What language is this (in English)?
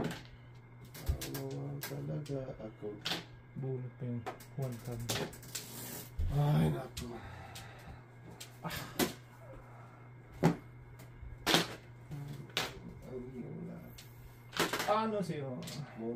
Filipino